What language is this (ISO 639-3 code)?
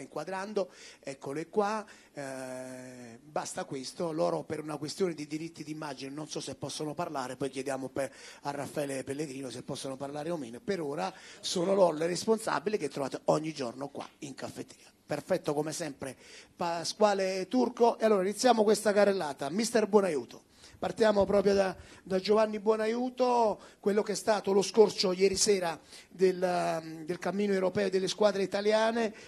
ita